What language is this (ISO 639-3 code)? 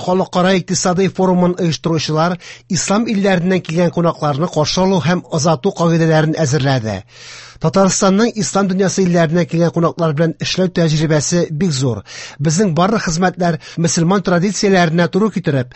tat